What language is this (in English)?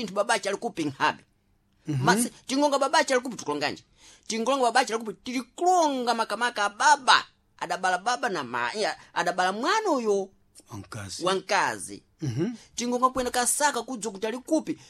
Sena